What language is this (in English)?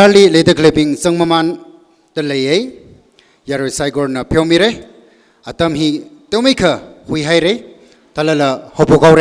Tangkhul Naga (India)